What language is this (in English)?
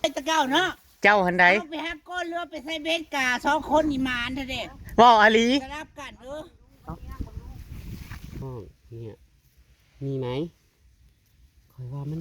Northeastern Thai